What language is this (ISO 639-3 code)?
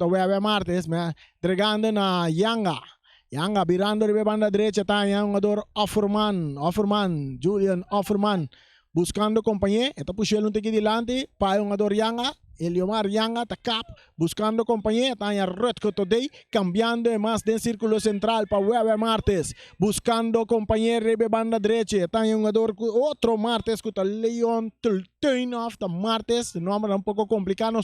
pap